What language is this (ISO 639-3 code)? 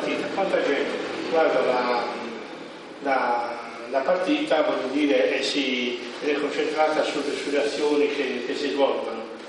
ita